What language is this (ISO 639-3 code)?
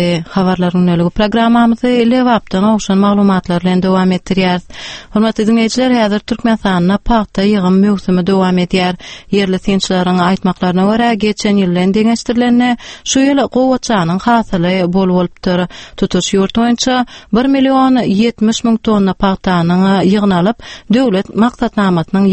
tuk